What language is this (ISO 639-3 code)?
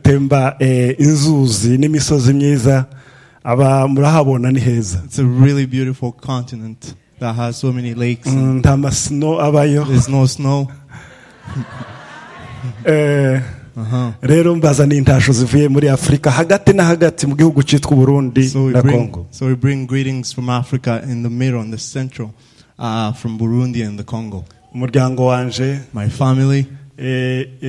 run